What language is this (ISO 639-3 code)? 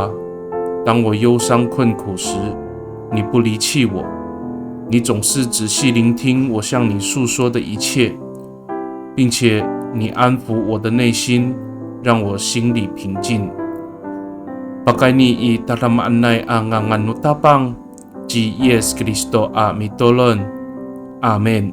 ami